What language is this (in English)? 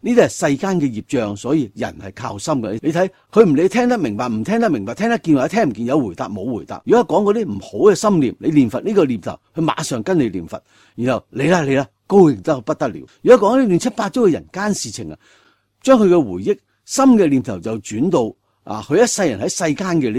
Cantonese